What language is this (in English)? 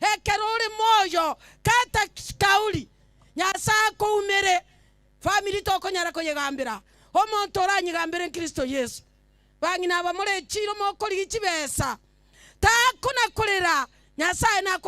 Gusii